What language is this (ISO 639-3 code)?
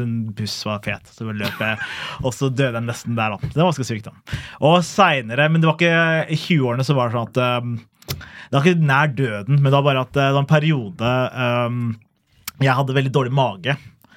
nor